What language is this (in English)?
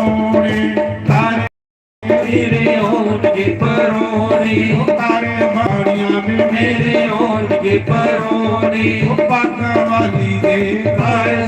Dogri